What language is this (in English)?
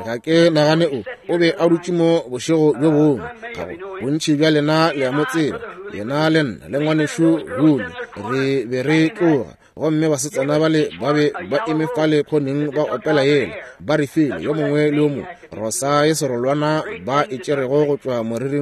Northern Sotho